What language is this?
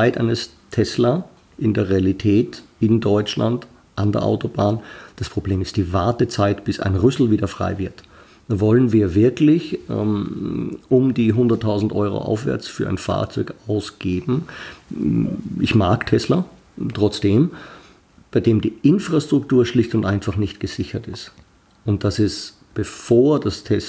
German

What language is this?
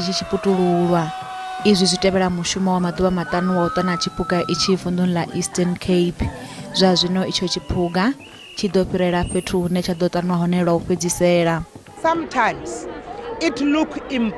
Venda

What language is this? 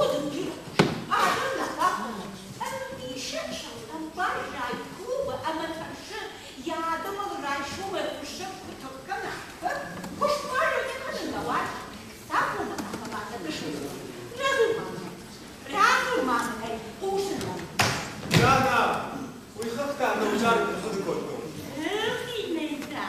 Ossetic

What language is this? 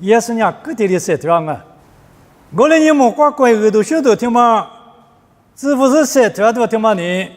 Lisu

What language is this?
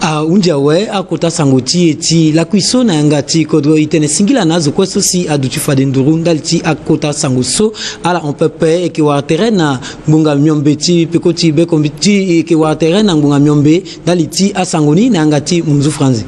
Sango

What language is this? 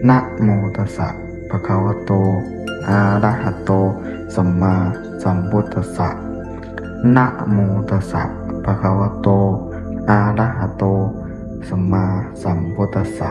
Pali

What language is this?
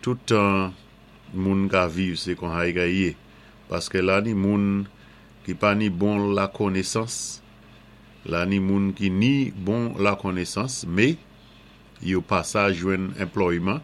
Saint Lucian Creole French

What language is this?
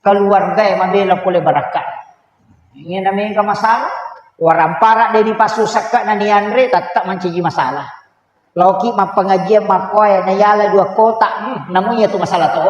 Buginese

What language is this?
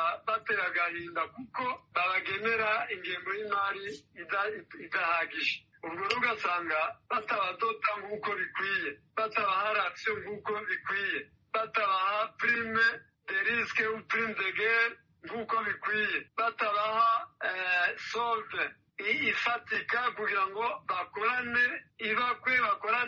Kinyarwanda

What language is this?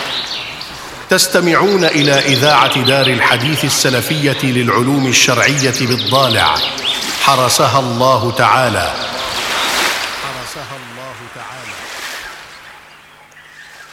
Arabic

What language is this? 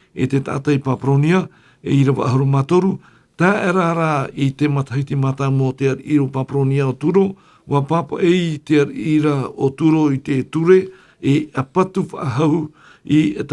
Tahitian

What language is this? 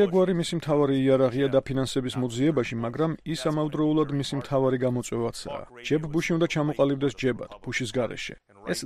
Georgian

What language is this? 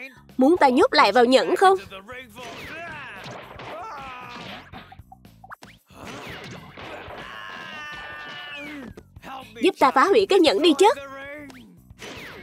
Vietnamese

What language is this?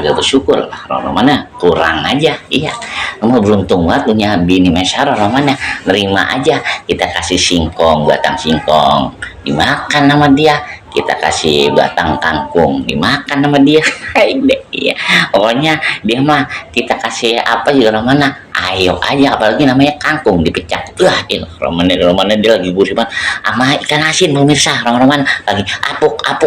Betawi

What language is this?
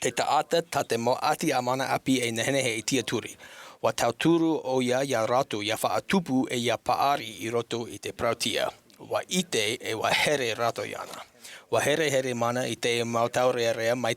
Tahitian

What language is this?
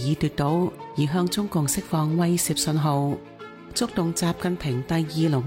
Cantonese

